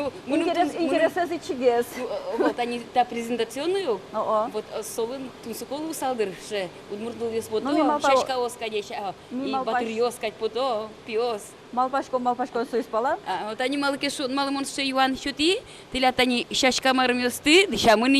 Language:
Udmurt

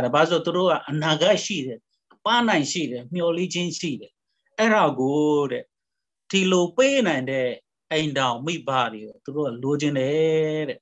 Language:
Burmese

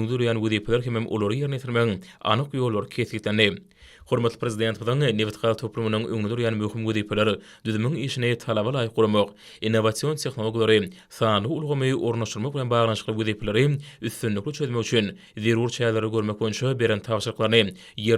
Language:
Turkmen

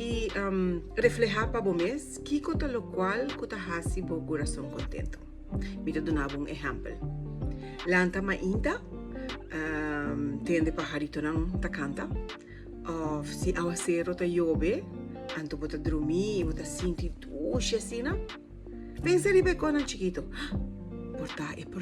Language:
Papiamento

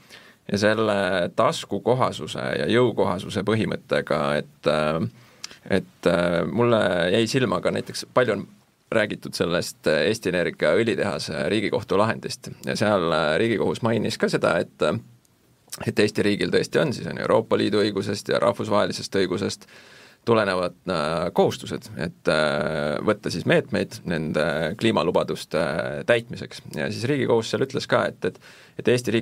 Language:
Estonian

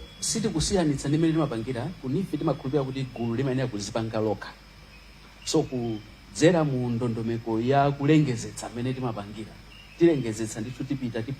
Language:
Nyanja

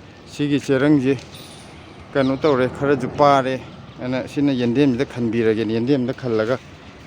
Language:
Manipuri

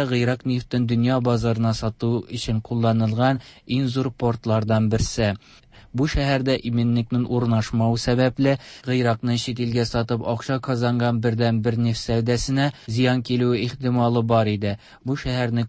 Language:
Tatar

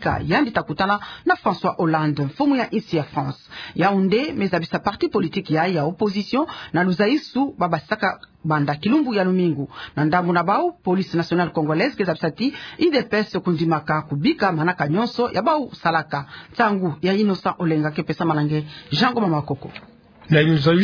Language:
Kituba (Democratic Republic of Congo)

